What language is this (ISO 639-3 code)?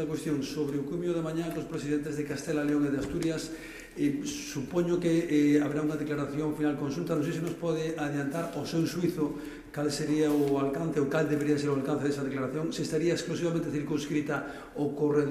glg